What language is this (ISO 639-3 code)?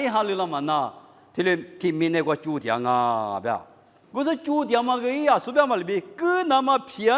lis